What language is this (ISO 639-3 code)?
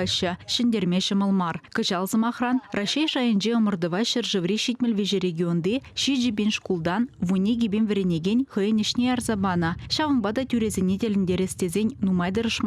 chv